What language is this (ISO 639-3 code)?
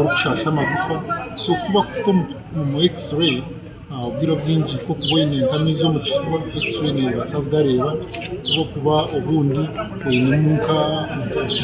nyn